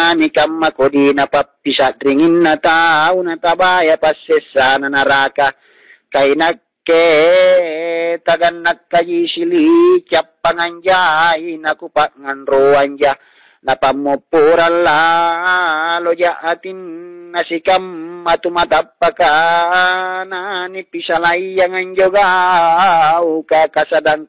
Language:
Makasar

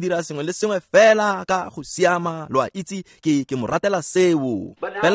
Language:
Tswana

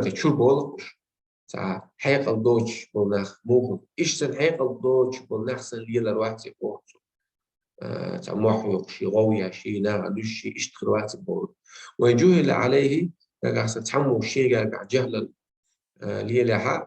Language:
Chechen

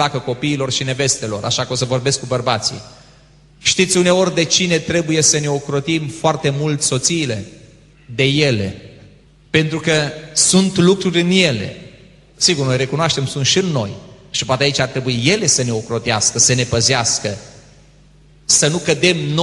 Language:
Romanian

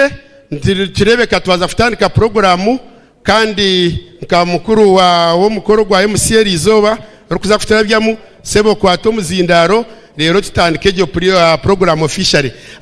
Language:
Nyankole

